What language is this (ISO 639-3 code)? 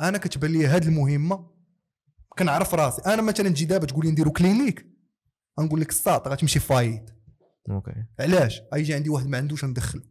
ary